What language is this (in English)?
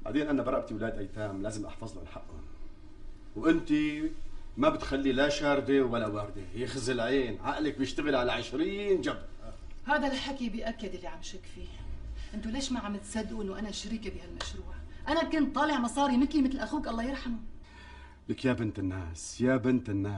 North Levantine Arabic